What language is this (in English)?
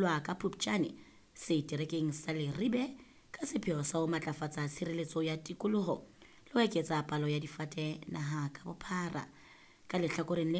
Southern Sotho